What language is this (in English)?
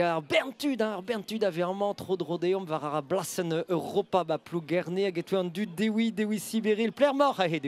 Breton